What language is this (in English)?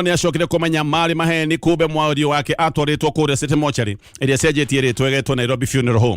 Kikuyu